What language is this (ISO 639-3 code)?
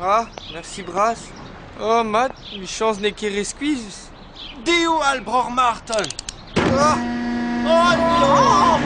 bre